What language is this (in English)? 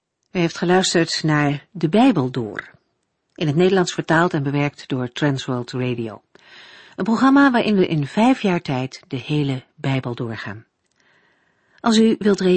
Dutch